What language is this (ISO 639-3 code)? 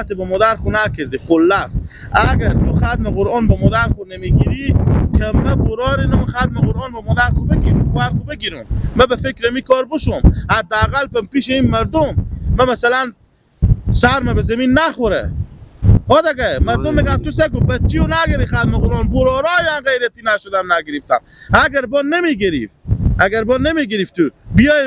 fas